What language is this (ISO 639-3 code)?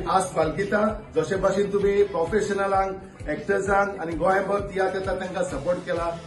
kok